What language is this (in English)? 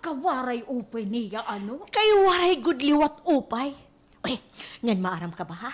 Waray